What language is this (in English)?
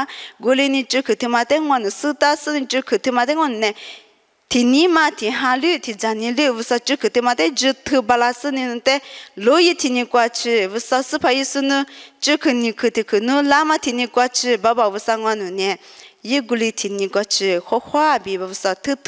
Lisu